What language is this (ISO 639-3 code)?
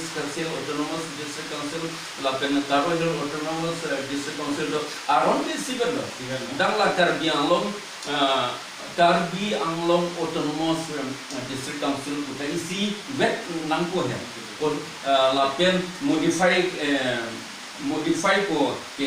mjw